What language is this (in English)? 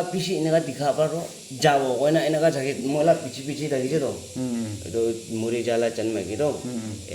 Naga Pidgin